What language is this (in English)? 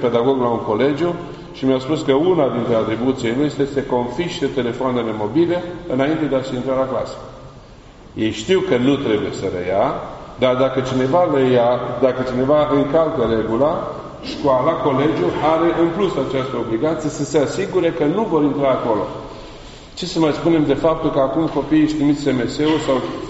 Romanian